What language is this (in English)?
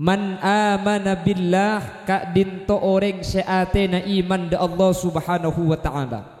Madurese